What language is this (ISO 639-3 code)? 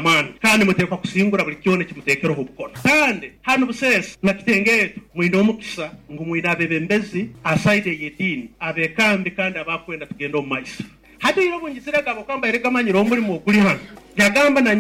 nyo